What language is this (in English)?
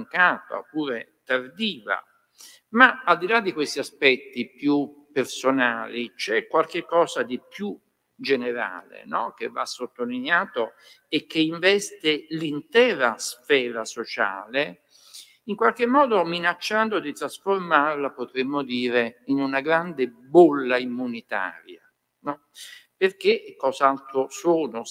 Italian